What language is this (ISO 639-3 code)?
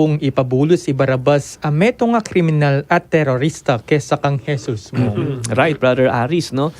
pam